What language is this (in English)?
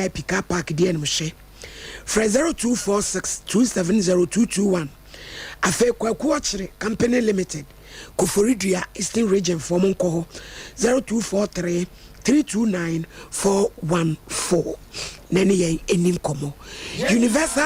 Akan